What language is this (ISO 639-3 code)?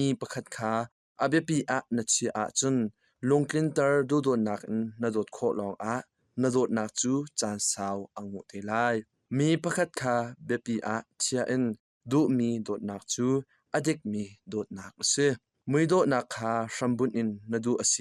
cnh